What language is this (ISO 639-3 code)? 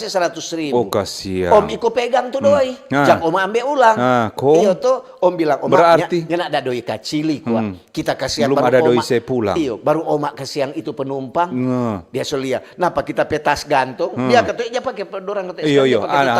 xmm